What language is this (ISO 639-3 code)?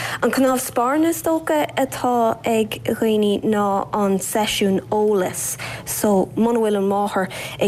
gle